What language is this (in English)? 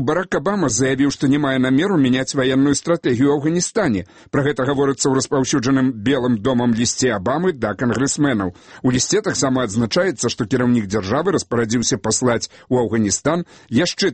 Belarusian